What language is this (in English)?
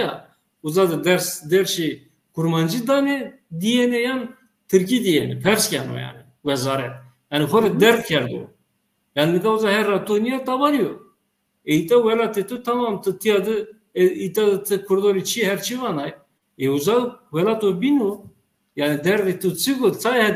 Zaza